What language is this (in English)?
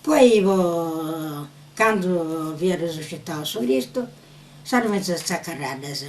Sardinian